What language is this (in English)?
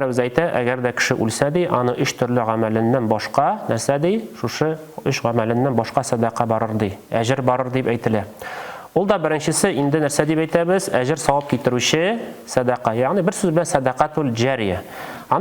Tatar